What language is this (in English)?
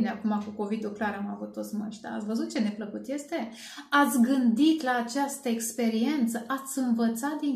Romanian